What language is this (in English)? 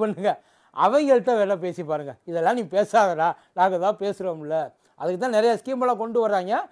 Tamil